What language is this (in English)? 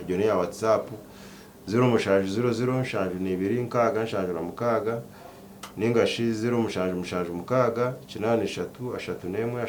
Nyankole